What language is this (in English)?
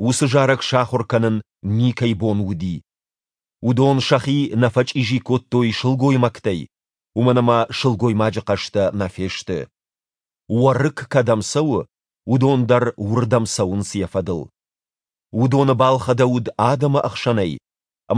Ossetic